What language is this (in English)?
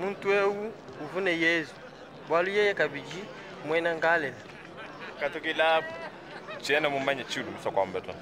Luba-Lulua